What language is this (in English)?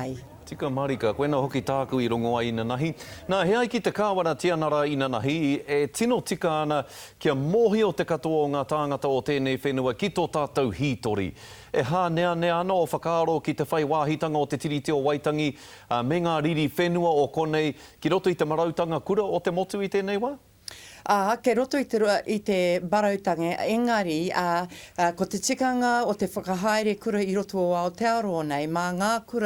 Māori